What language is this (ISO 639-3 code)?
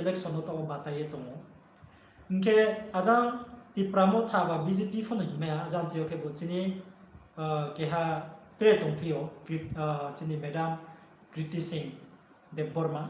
ria